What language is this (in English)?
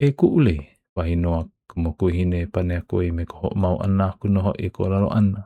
Hawaiian